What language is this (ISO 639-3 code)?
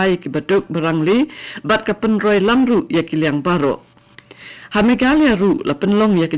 kha